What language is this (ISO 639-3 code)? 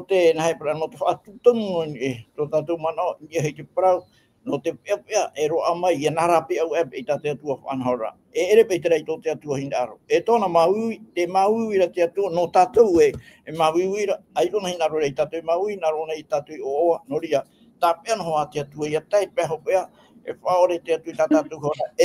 tah